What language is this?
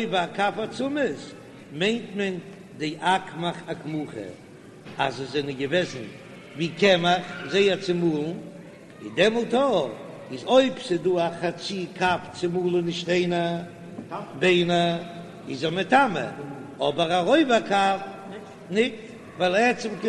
Yiddish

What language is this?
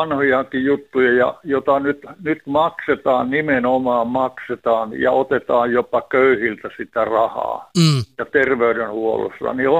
Finnish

